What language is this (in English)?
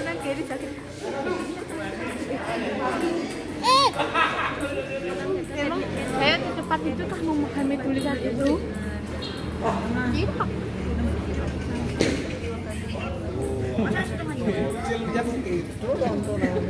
Indonesian